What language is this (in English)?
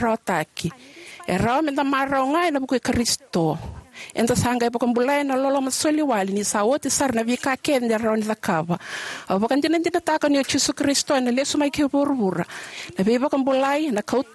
Fijian